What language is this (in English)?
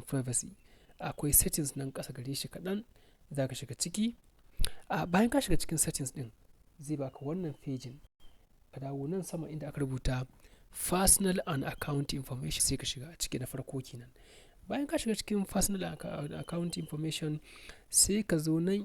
Hausa